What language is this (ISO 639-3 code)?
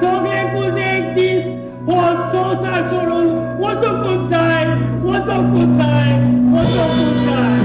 kok